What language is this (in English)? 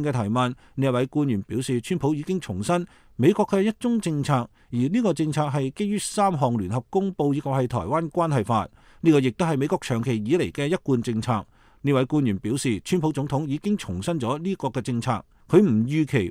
Cantonese